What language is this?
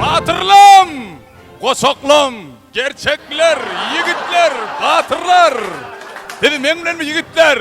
Turkmen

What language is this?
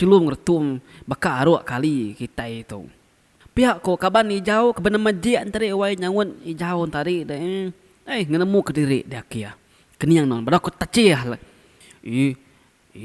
Iban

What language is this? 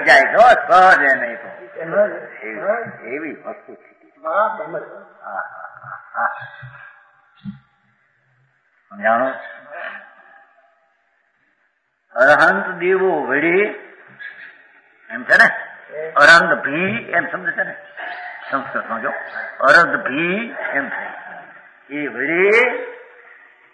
Gujarati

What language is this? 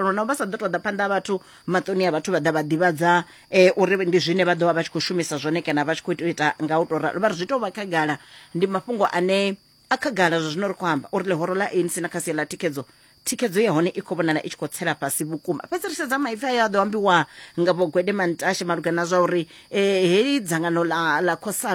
Venda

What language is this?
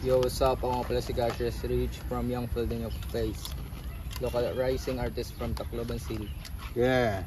Waray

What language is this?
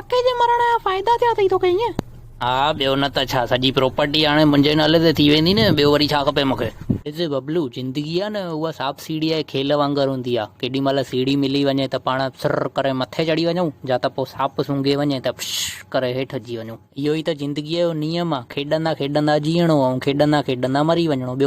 Sindhi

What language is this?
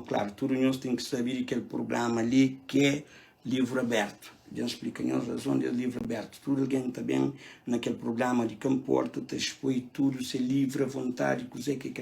Kabuverdianu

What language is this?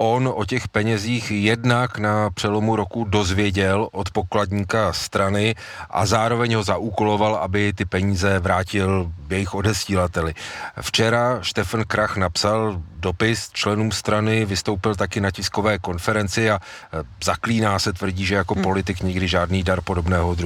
Czech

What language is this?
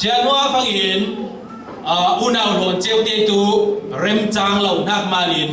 Falam Chin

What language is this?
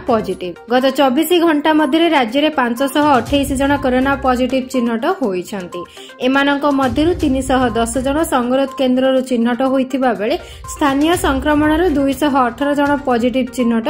Odia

